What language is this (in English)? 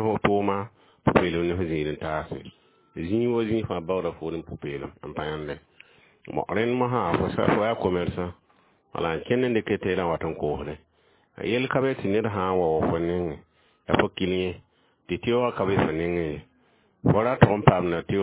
Mossi